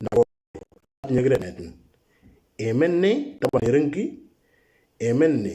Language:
Moro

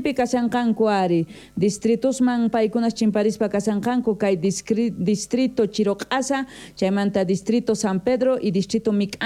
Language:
South Bolivian Quechua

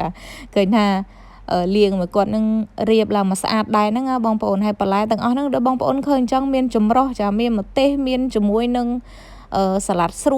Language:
Khmer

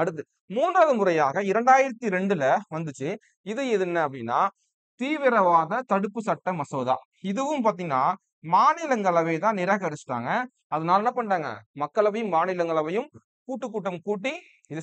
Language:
Tamil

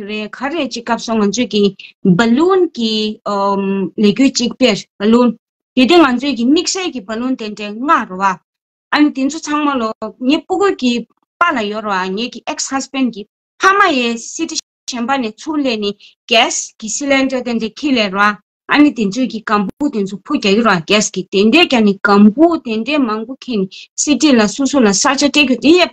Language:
Tibetan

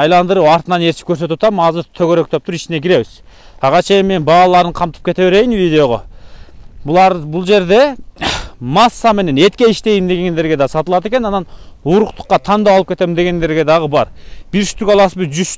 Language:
Kyrgyz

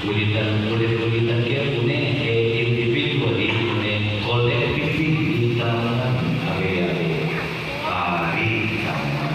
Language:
Pampanga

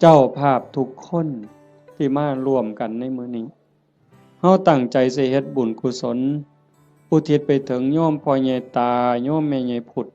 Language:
Northeastern Thai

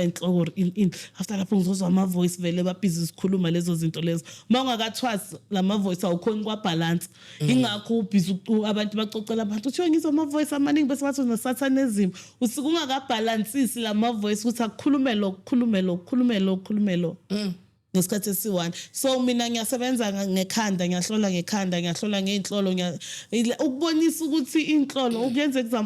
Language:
Zulu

